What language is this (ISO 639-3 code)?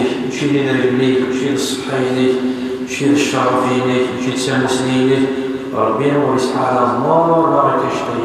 kab